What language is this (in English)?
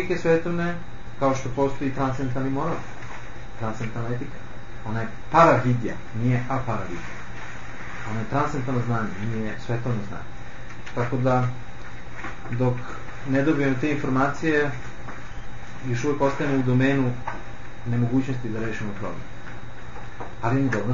Serbian